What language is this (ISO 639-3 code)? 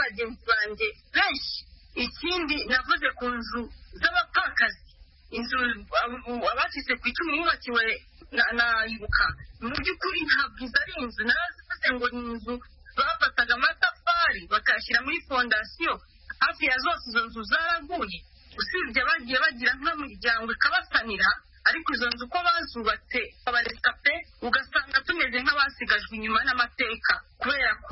kin